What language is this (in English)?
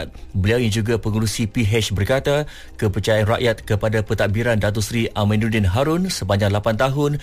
Malay